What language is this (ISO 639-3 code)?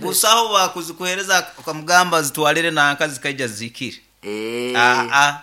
nyo